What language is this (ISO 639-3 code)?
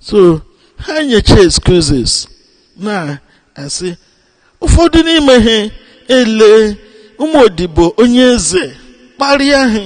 ibo